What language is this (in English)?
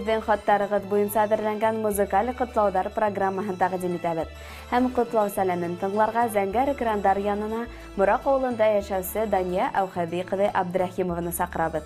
Bashkir